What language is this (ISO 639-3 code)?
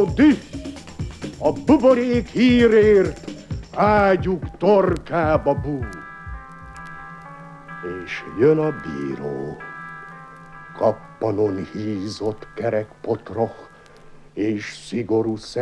hun